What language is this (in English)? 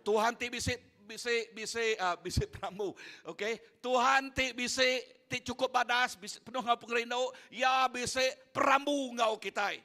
Iban